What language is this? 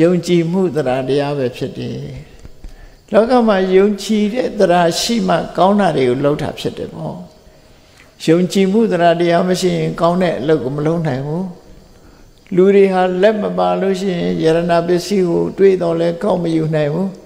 Burmese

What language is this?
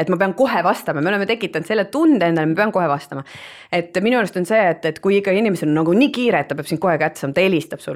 Estonian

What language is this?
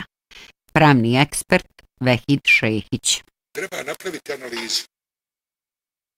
Bosnian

